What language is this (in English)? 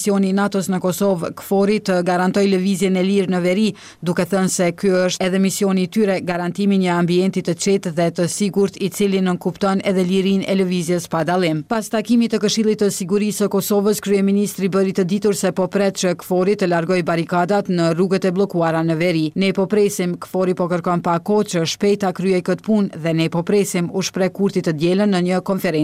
Albanian